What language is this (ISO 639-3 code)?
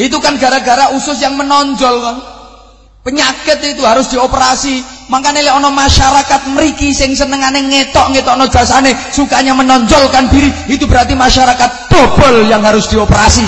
jav